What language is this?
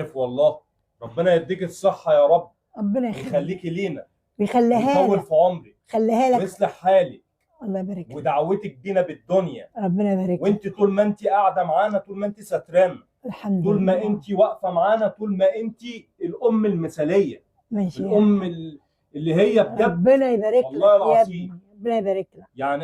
Egyptian Arabic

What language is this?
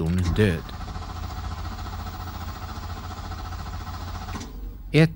Swedish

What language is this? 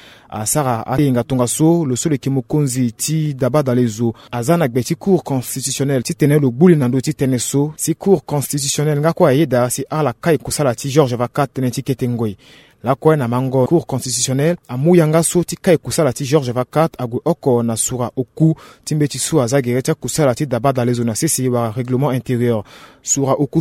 Sango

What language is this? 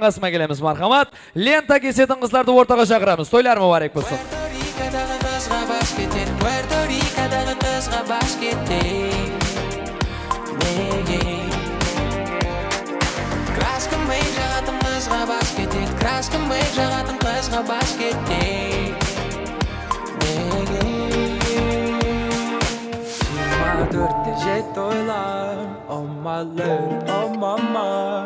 Kazakh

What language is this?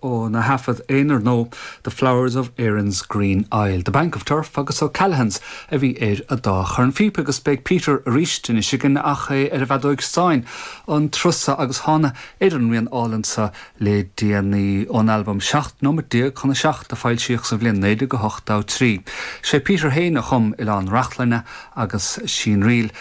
Irish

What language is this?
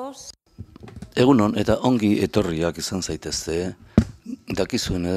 Basque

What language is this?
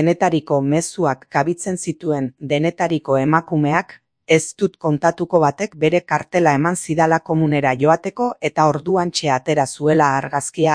Basque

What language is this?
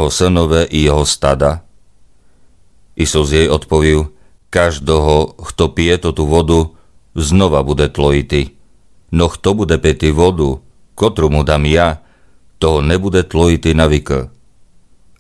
Rusyn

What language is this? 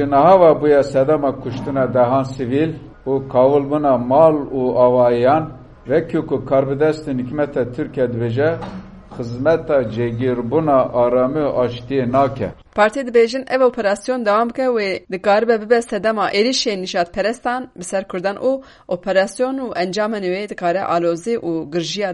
Kurdish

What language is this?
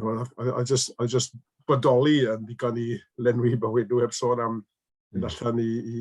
Welsh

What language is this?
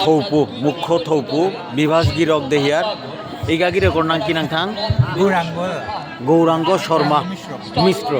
Bishnupriya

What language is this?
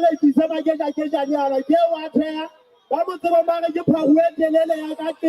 Southern Sotho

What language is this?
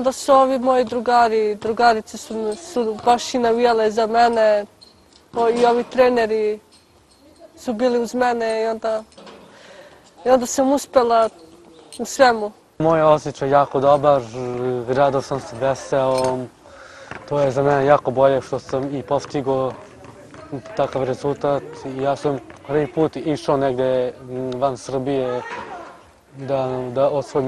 Serbian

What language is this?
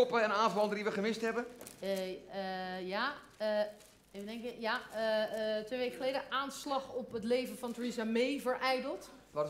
Dutch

